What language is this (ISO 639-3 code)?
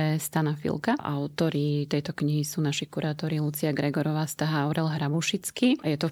slk